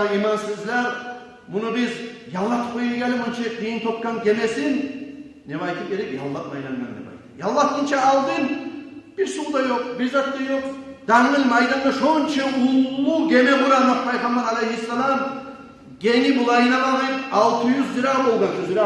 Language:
Kumyk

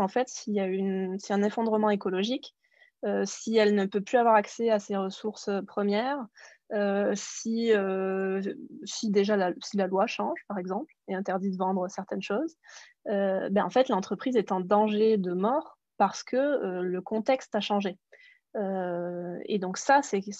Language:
French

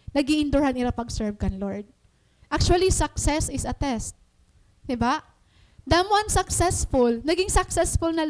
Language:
Waray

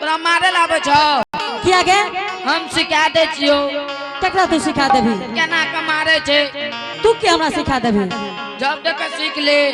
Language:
Angika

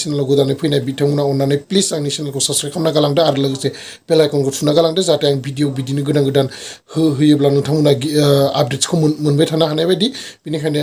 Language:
Bodo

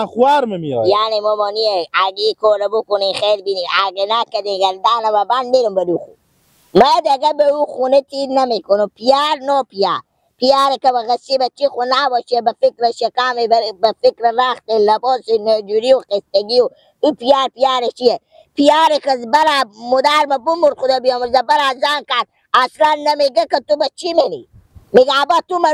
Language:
Persian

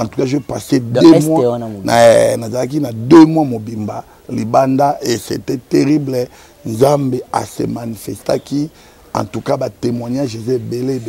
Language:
Lingala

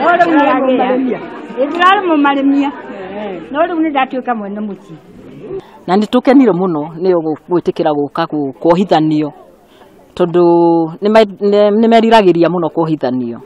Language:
Kikuyu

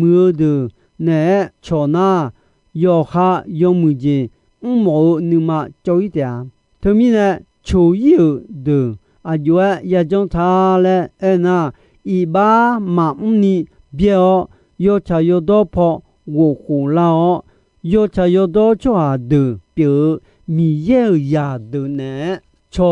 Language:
Akha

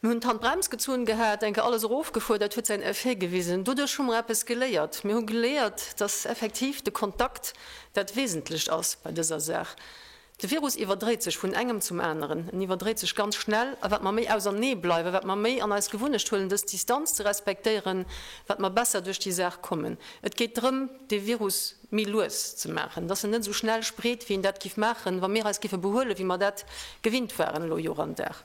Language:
Luxembourgish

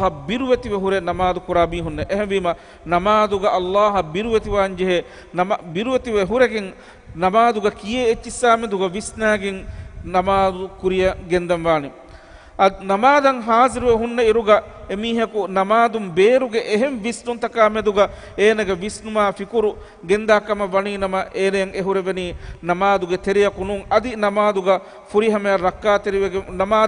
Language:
Divehi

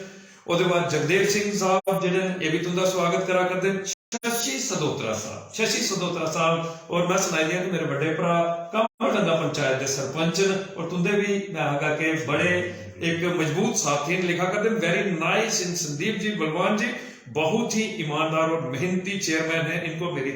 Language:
Dogri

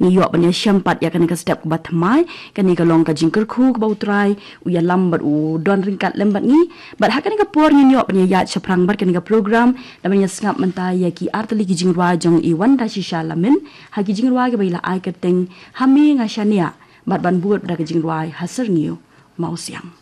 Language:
Khasi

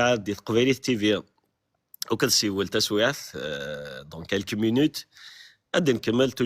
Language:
Kabyle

